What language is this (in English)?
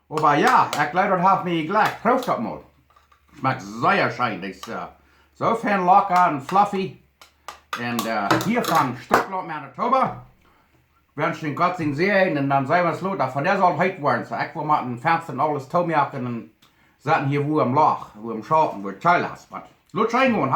Plautdietsch